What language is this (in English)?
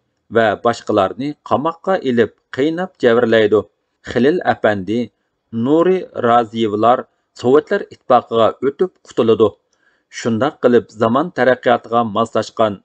Uyghur